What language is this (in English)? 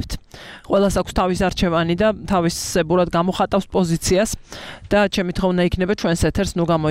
Georgian